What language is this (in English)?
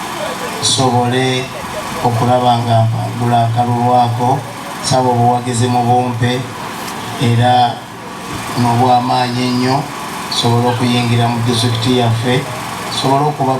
Ganda